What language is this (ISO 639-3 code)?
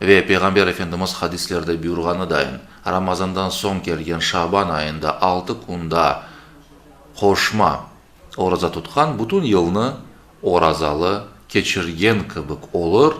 crh